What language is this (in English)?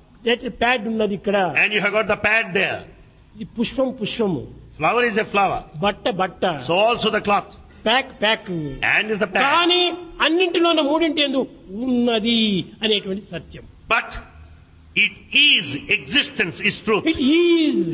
Telugu